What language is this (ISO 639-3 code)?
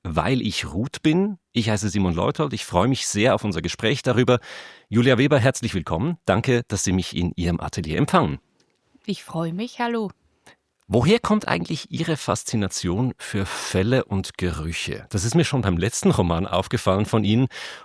gsw